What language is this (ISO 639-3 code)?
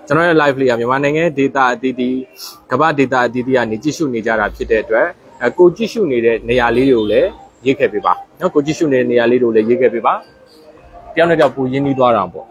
mya